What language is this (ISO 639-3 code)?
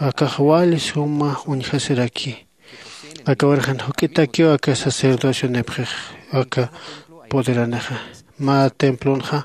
aym